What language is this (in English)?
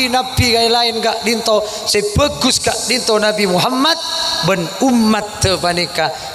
Madurese